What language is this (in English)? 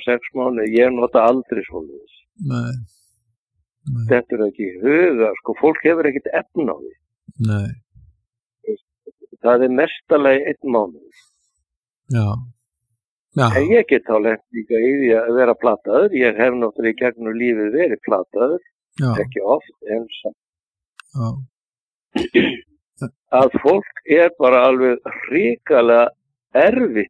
Icelandic